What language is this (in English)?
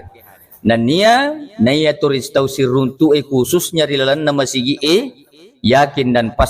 Buginese